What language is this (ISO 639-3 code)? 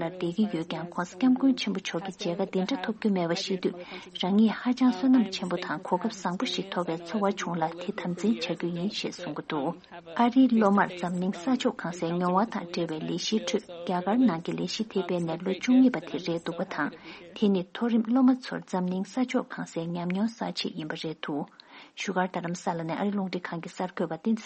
bod